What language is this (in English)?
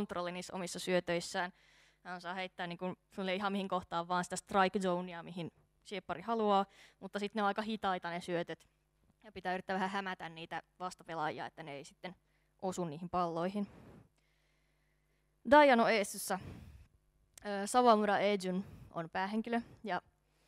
Finnish